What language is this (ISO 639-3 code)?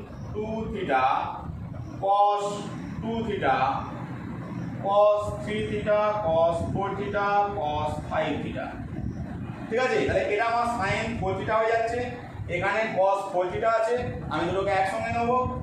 ben